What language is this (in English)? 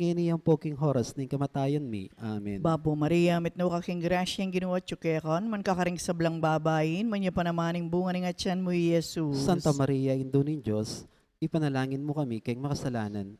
Pampanga